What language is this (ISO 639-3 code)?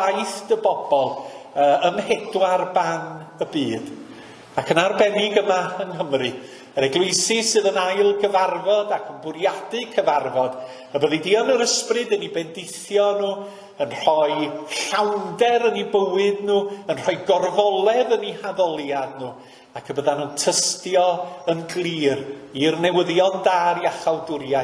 cym